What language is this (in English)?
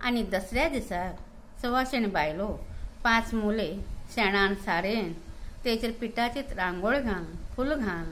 Konkani